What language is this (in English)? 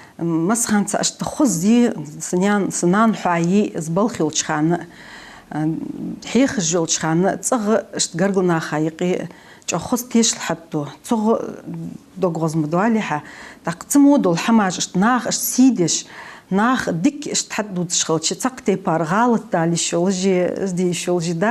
Ingush